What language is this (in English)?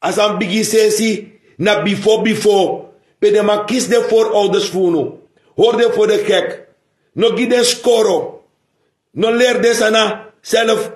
Sranan Tongo